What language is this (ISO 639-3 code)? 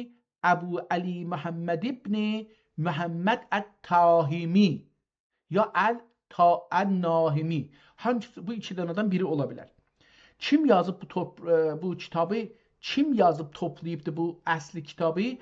azb